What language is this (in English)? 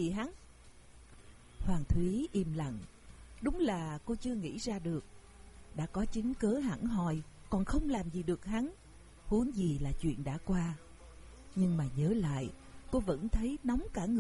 Vietnamese